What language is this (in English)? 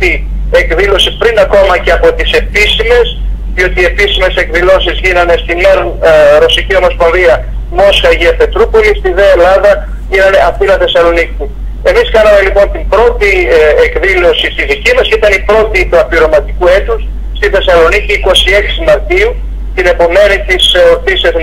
Greek